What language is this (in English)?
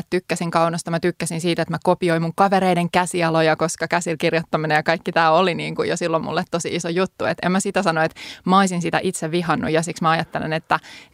Finnish